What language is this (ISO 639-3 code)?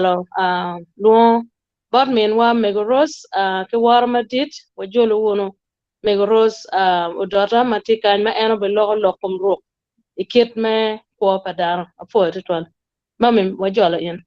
ach